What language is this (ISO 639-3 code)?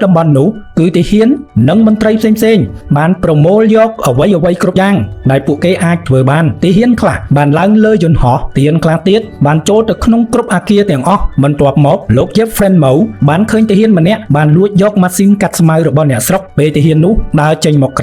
khm